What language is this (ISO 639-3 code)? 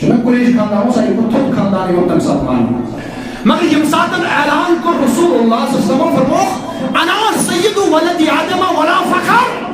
kas